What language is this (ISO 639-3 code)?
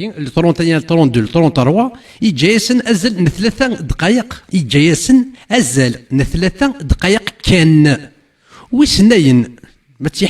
kab